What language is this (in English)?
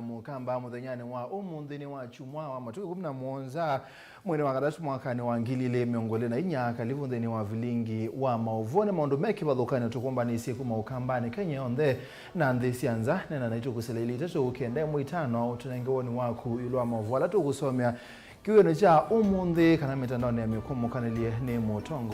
Kamba